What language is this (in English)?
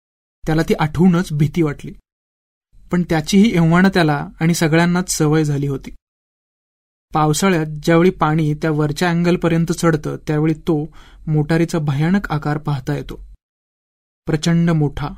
Marathi